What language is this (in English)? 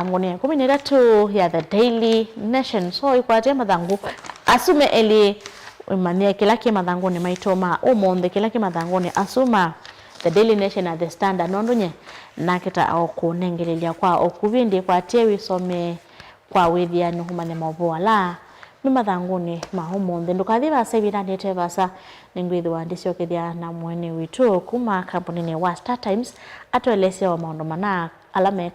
Kamba